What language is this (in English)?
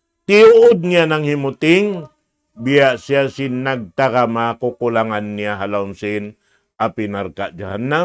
Tausug